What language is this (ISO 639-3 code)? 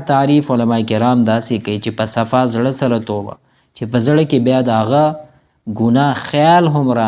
pus